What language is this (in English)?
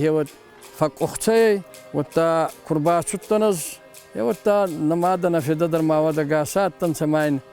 Ossetic